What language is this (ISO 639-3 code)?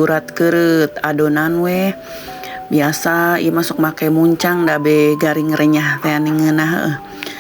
sun